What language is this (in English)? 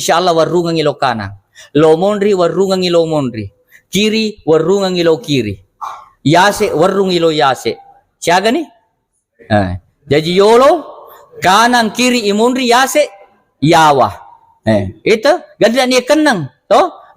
Buginese